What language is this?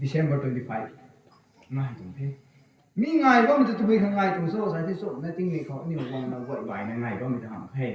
Rongmei Naga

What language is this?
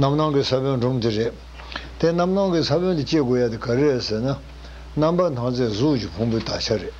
Tibetan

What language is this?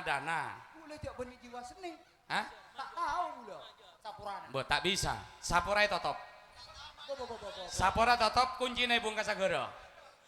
Madurese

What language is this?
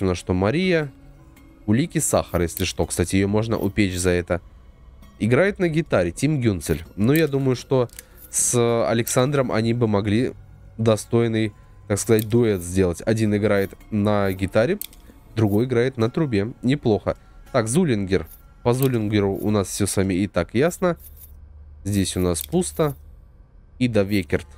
Russian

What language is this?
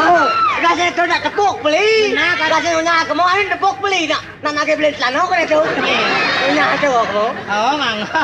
Balinese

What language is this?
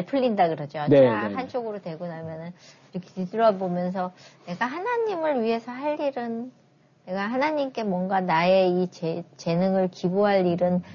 Korean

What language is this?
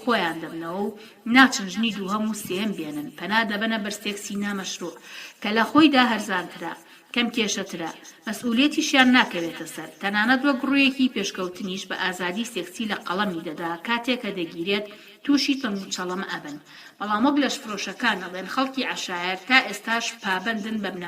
Central Kurdish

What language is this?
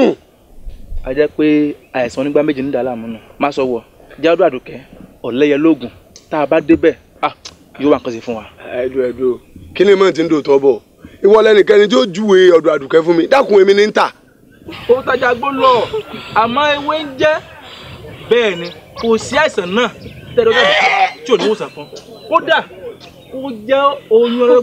Yoruba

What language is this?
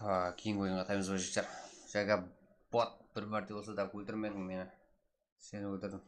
Kara-Kalpak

